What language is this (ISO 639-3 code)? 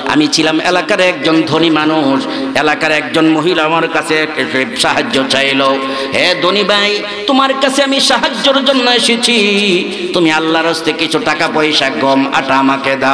ben